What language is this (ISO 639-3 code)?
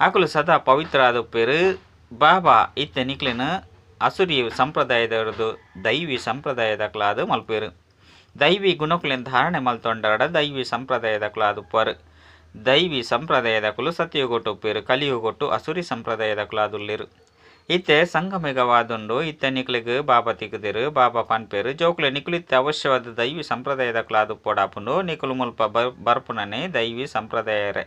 tcy